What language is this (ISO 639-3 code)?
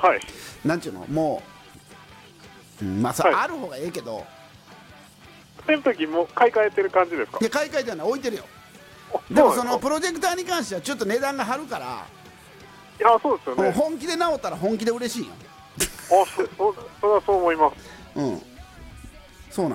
jpn